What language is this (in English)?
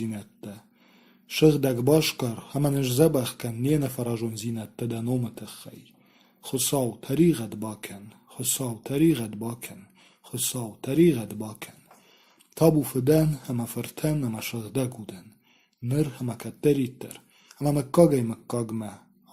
Ossetic